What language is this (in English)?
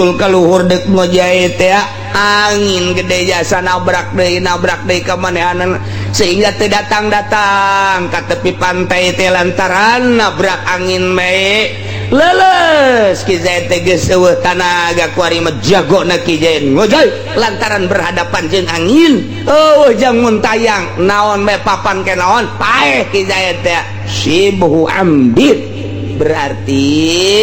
Sundanese